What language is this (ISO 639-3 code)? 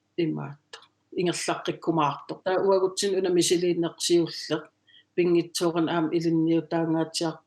kal